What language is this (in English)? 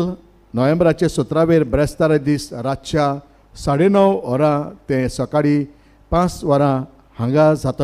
Konkani